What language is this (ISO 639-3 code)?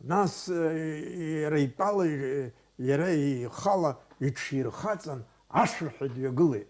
abk